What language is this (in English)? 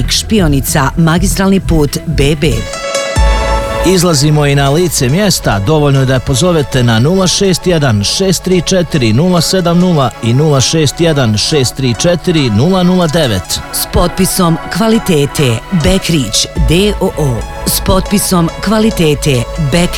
Bosnian